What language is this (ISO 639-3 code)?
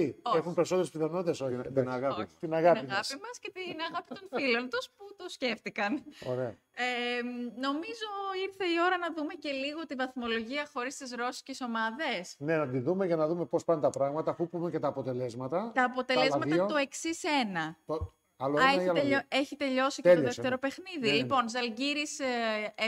ell